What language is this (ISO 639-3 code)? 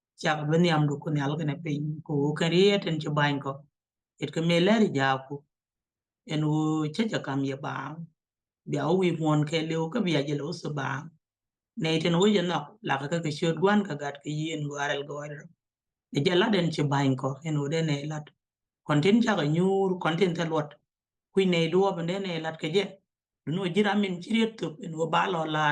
nus